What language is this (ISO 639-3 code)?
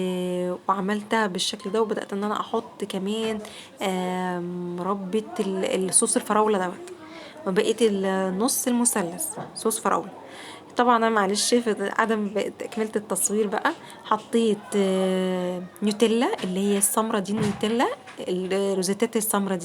arz